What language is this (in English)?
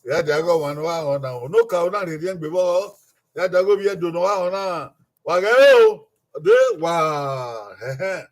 Bini